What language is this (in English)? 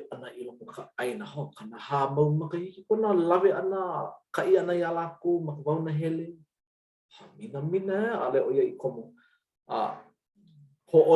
Hawaiian